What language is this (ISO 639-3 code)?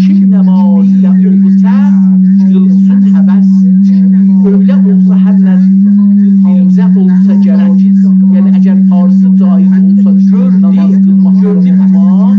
azb